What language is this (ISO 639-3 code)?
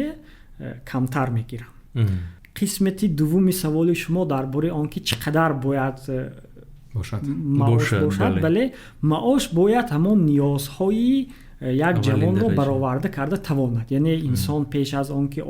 tgk